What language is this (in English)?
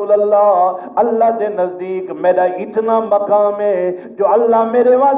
Saraiki